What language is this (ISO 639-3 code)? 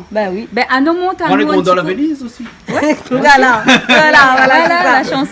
rcf